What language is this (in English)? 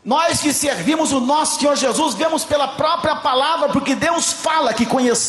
Portuguese